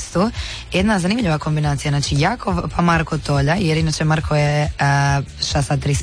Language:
Croatian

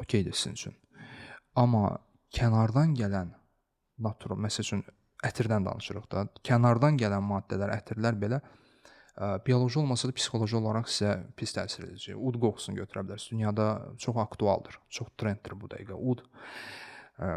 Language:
Azerbaijani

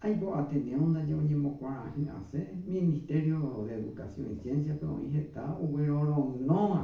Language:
Guarani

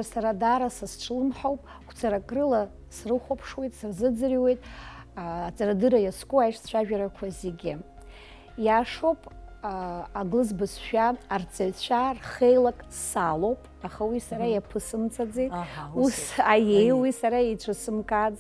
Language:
Abkhazian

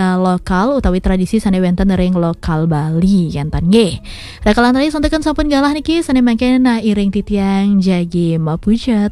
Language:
Balinese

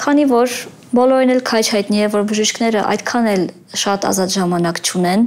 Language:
Armenian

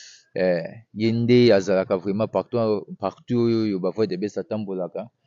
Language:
Lingala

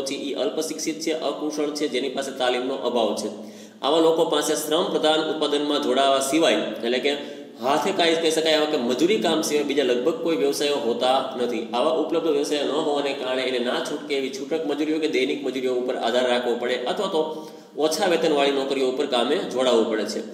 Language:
Gujarati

